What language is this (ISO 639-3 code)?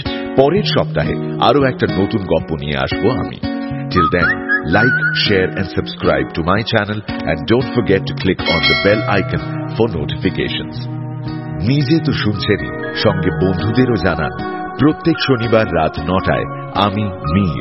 ben